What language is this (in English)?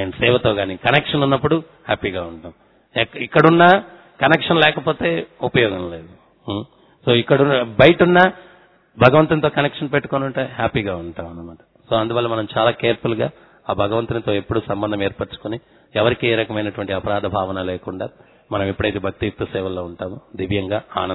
Telugu